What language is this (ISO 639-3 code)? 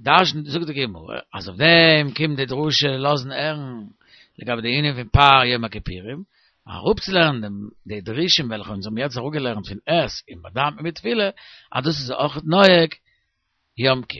yid